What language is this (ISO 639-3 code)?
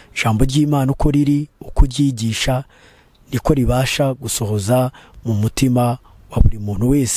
kin